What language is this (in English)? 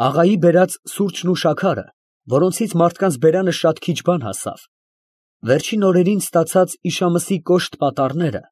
Armenian